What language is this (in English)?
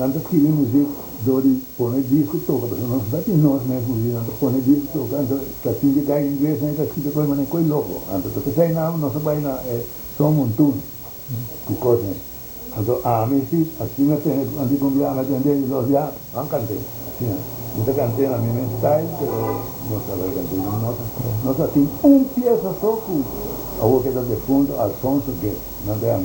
Papiamento